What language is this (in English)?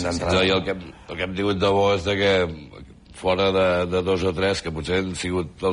Catalan